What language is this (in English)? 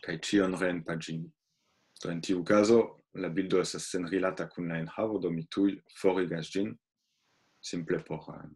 Esperanto